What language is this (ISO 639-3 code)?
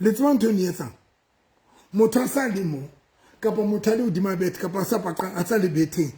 sot